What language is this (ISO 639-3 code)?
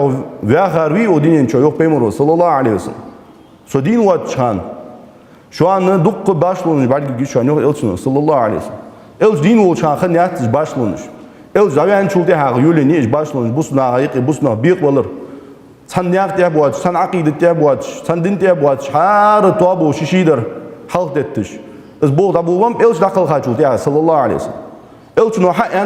inh